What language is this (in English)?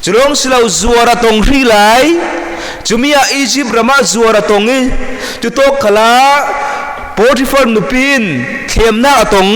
Falam Chin